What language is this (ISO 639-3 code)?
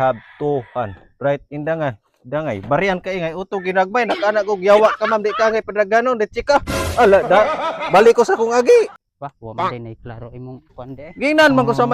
ceb